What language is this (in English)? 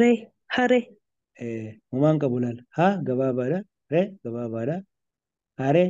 Oromo